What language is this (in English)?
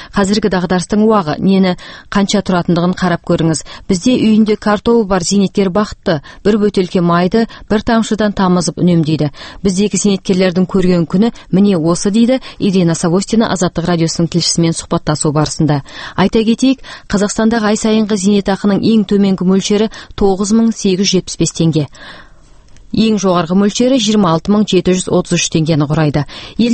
Kazakh